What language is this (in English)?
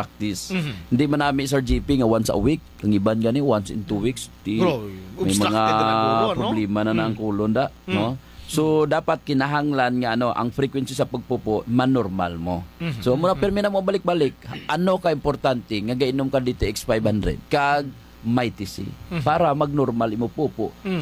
Hiligaynon